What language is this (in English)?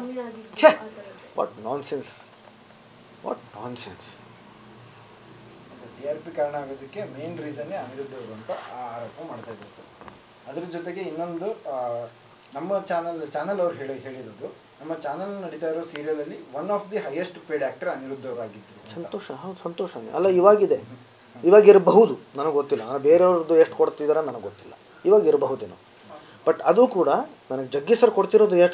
Kannada